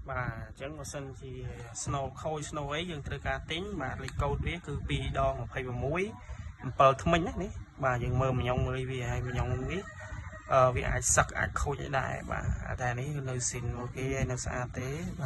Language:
Khmer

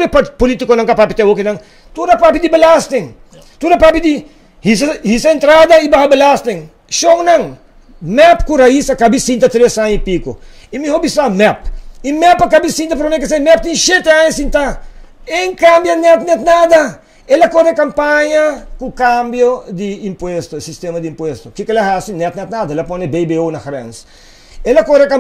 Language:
Papiamento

